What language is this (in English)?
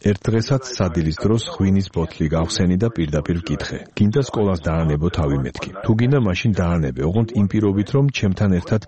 Georgian